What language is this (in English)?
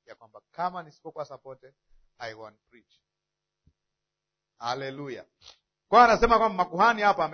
Swahili